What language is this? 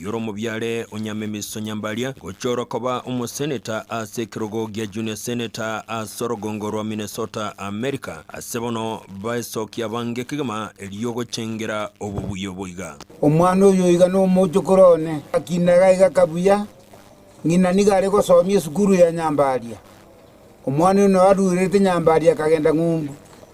Gusii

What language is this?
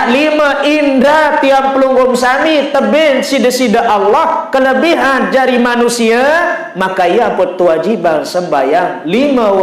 Sasak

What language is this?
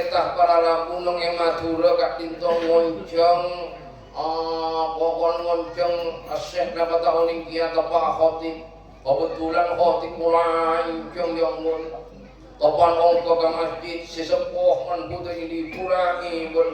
Madurese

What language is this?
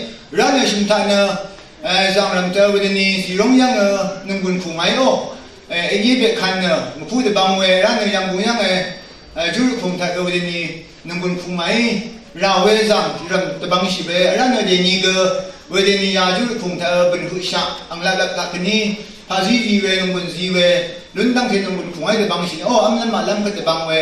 Rawang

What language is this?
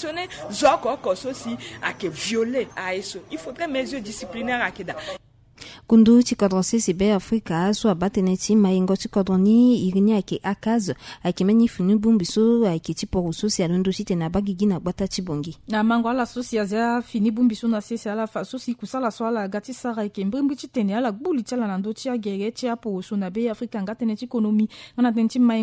Sango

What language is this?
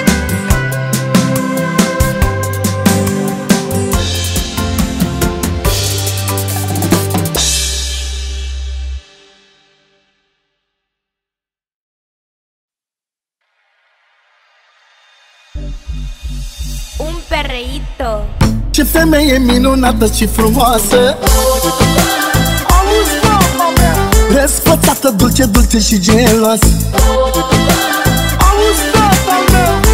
Romanian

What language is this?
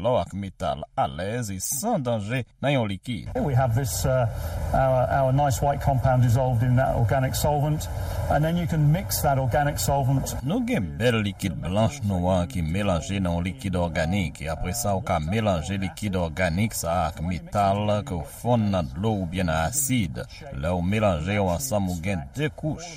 Haitian Creole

